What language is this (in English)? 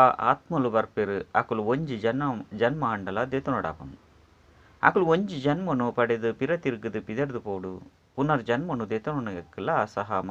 Tulu